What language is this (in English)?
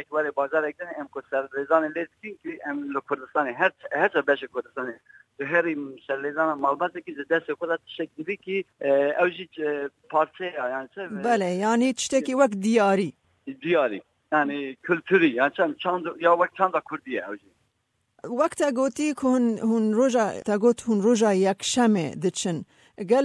Kurdish